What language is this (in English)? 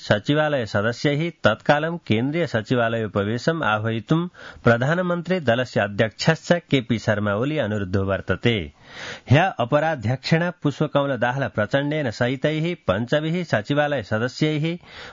Sanskrit